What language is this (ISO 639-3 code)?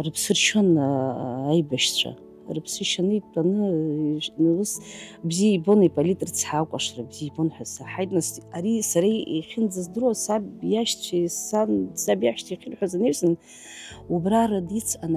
abk